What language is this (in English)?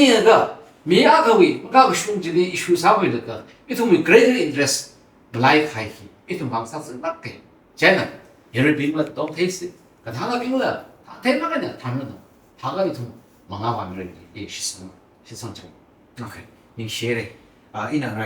Tangkhul Naga (India)